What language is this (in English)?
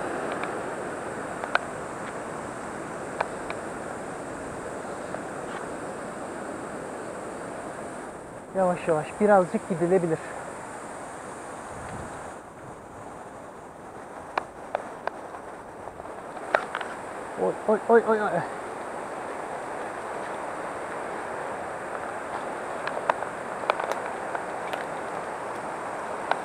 Turkish